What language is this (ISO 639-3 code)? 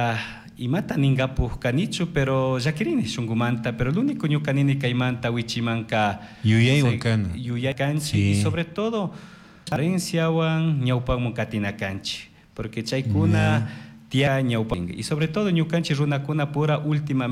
qug